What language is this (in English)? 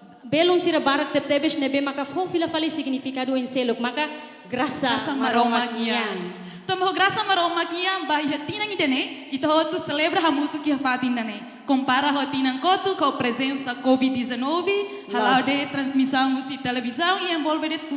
Tetum